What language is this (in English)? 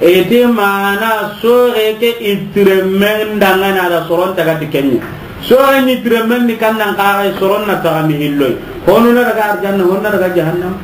Soninke